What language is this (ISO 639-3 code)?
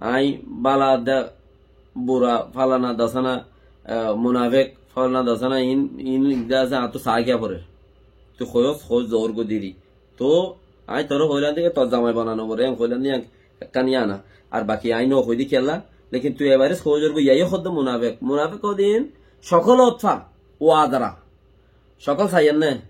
rhg